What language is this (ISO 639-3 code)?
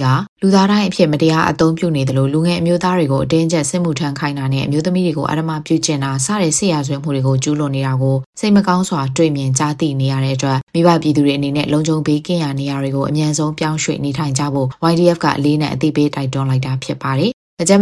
mya